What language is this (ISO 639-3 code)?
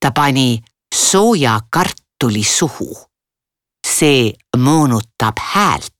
est